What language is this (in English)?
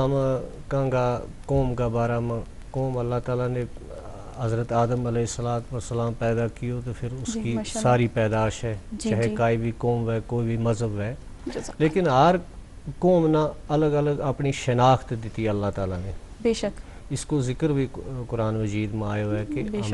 Gujari